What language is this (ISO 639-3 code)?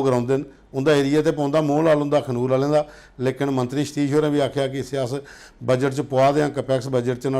doi